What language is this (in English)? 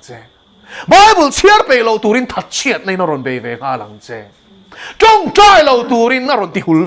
Mizo